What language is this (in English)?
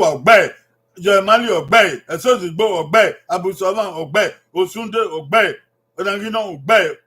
Bini